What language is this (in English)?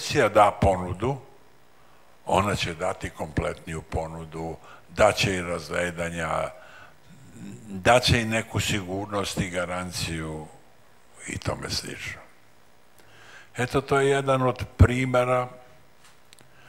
Serbian